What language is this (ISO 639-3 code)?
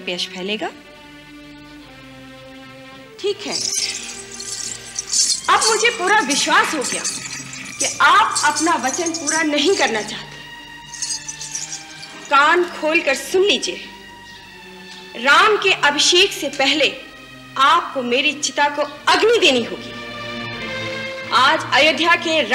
hin